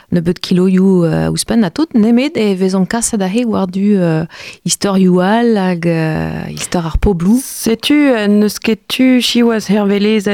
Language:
Breton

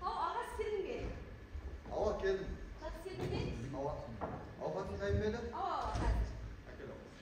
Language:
Kara-Kalpak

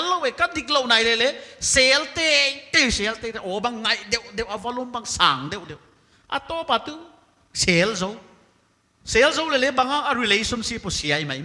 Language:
Paite Chin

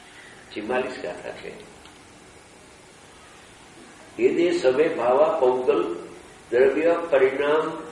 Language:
Gujarati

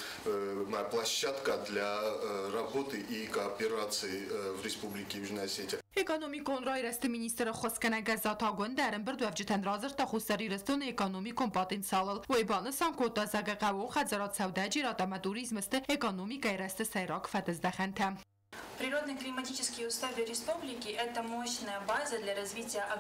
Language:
Ossetic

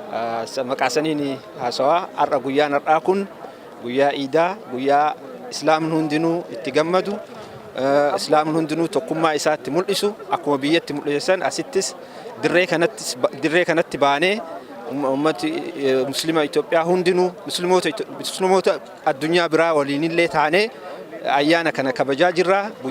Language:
Oromo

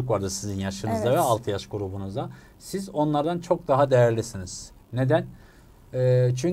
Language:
Turkish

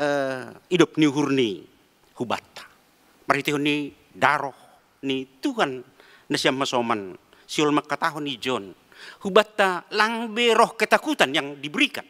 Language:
Batak Simalungun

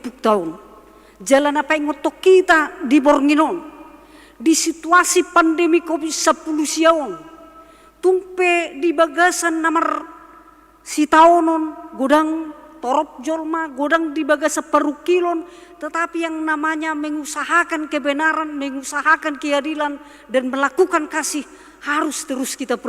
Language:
Batak Toba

